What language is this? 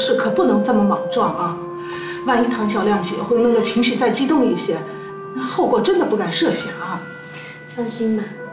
Chinese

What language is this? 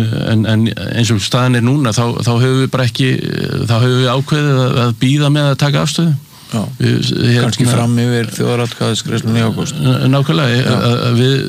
Icelandic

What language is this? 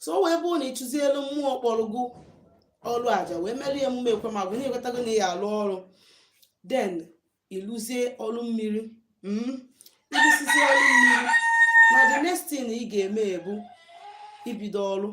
Igbo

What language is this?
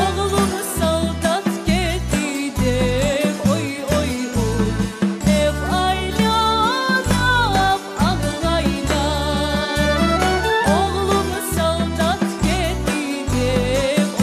Crimean Tatar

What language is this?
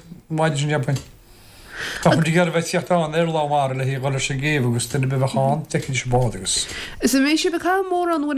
Irish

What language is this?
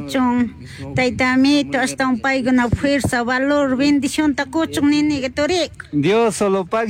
Chimborazo Highland Quichua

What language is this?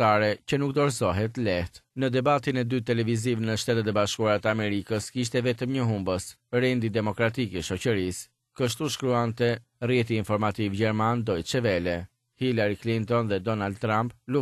Albanian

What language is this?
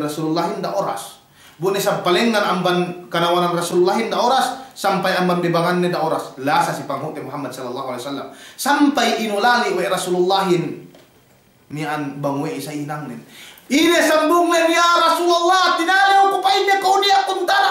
Yakan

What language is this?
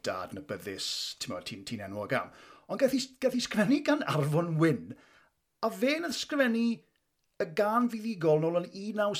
Welsh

